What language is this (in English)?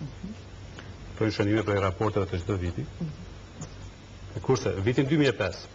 Albanian